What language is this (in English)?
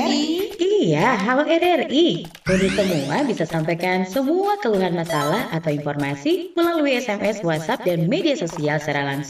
Manado Malay